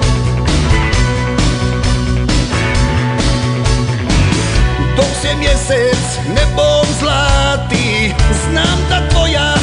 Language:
Croatian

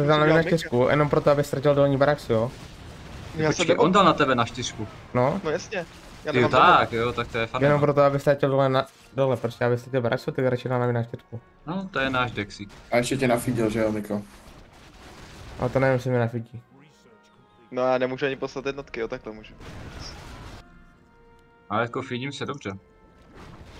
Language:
Czech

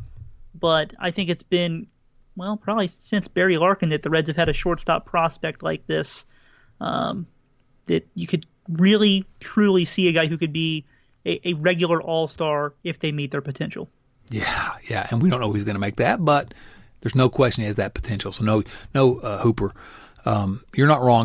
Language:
English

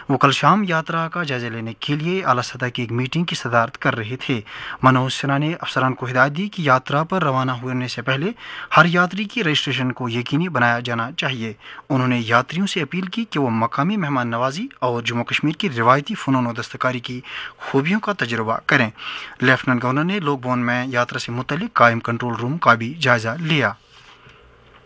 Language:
Urdu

